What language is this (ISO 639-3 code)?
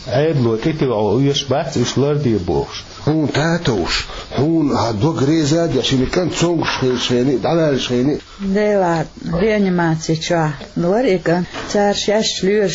che